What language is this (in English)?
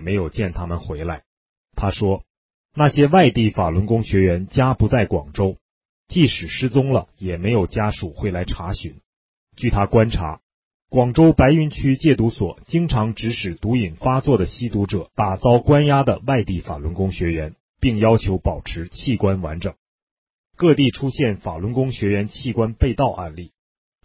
Chinese